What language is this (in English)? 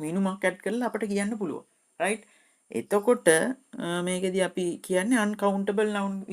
Sinhala